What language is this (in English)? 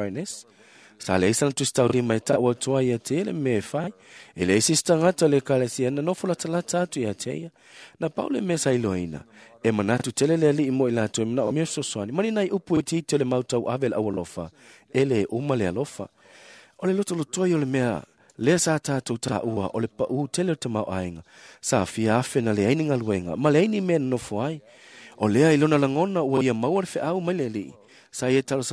Samoan